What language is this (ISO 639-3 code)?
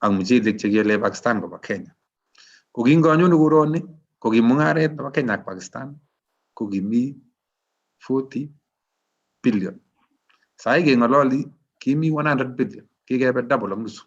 kln